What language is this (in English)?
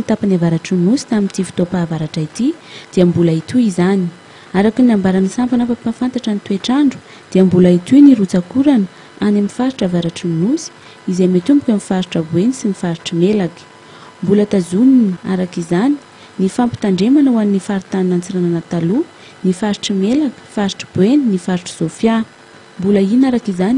Malagasy